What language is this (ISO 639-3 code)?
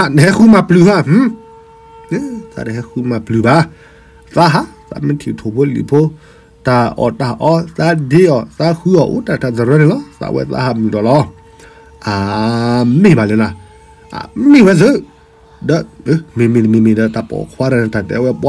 ksw